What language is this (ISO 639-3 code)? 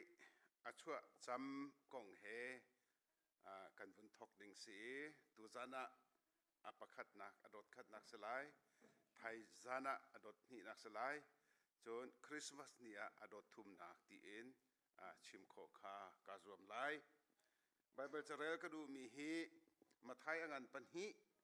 cnh